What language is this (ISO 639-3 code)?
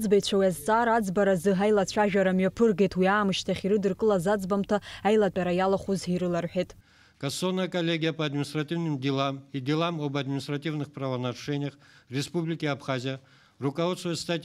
abk